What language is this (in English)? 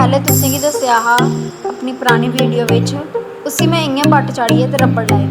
Dogri